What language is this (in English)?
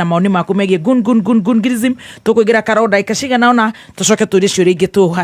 Kikuyu